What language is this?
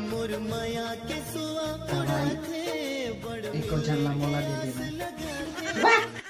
Chhattisgarhi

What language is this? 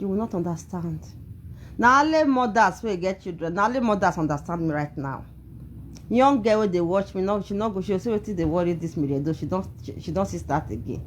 Nigerian Pidgin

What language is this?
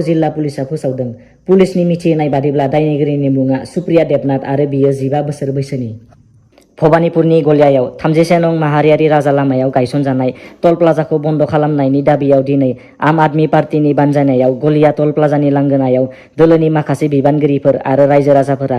Bodo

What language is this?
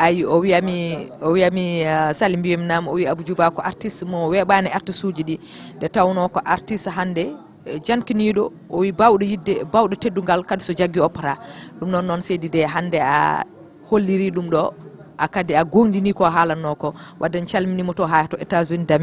Fula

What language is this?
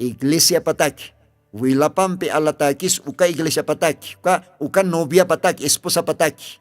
Aymara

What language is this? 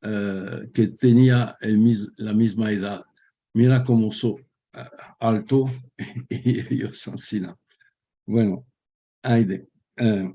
Ladino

